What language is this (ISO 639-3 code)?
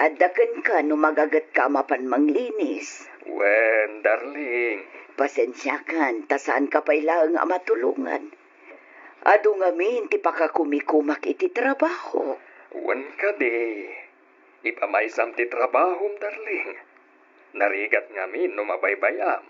ilo